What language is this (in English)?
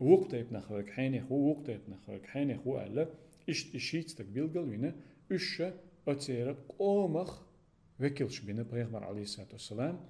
Chechen